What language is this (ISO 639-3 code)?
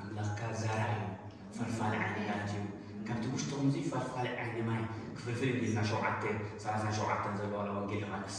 tir